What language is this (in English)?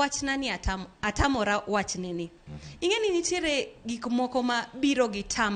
Luo (Kenya and Tanzania)